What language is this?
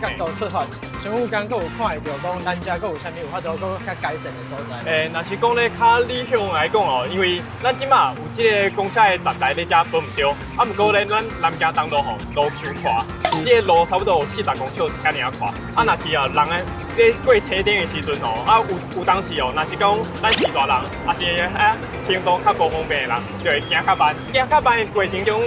Min Nan Chinese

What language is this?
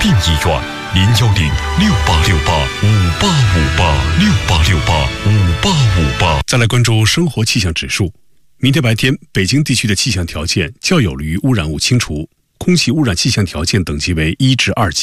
Chinese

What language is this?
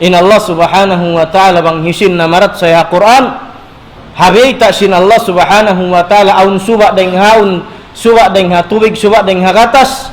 Tausug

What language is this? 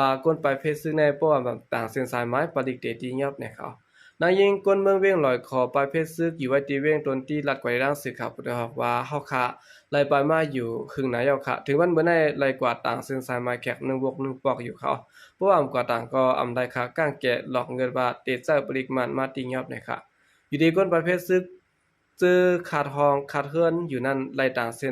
Shan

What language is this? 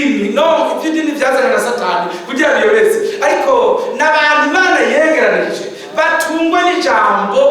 Rundi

